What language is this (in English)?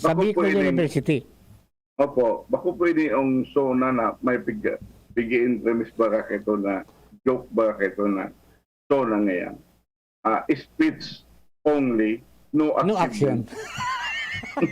Bikol